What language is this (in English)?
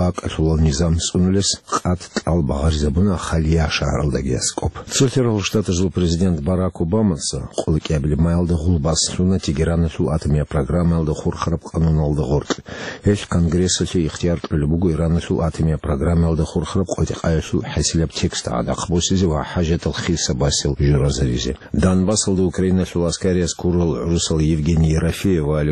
Avaric